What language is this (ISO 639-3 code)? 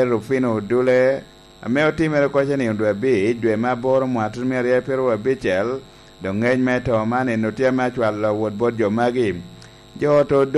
laj